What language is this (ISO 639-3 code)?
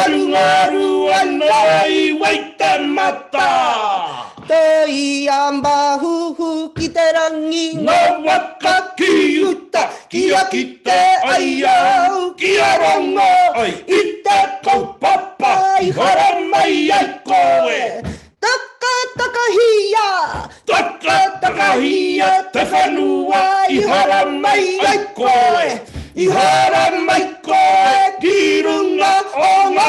mri